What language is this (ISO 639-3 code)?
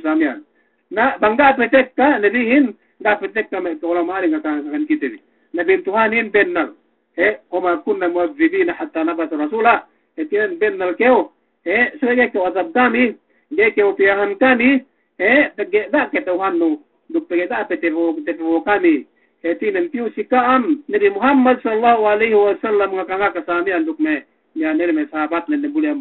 yka